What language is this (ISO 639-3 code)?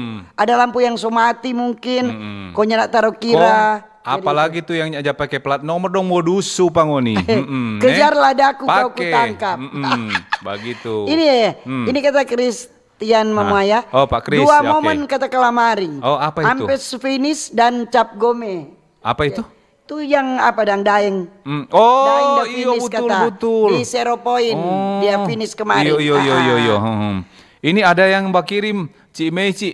xmm